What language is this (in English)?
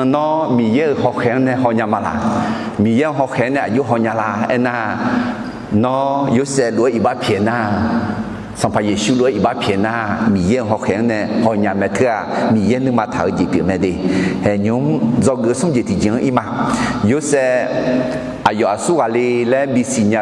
Akha